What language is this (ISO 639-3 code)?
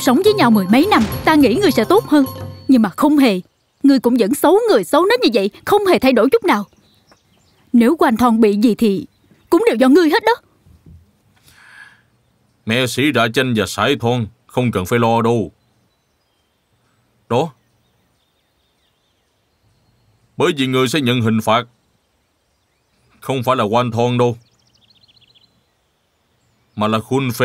vie